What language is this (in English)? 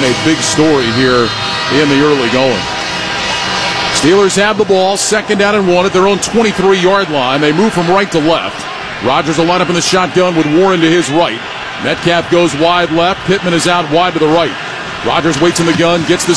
English